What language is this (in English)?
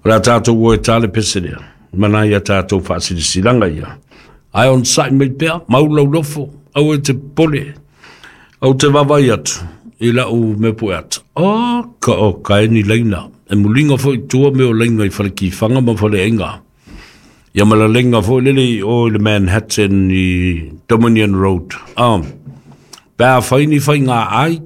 Samoan